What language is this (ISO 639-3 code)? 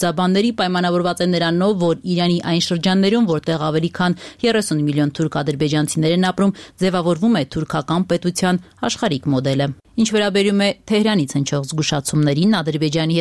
hye